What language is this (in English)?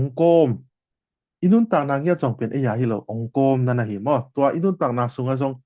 Tedim Chin